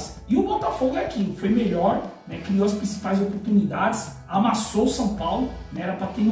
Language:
Portuguese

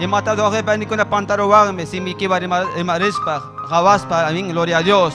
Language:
Ayacucho Quechua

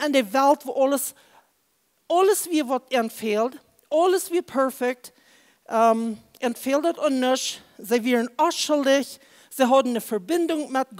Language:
Plautdietsch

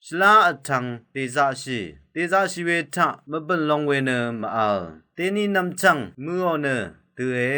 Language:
Rawang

